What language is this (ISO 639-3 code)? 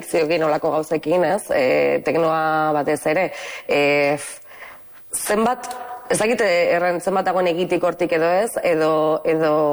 eus